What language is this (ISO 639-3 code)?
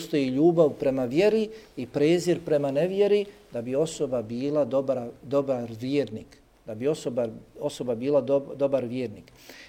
bos